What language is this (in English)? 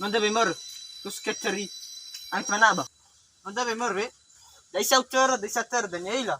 Nias